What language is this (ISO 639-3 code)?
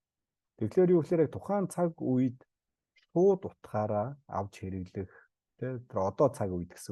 mon